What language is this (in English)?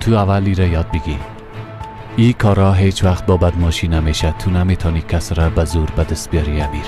Persian